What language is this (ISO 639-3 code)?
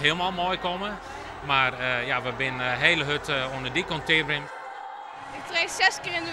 fry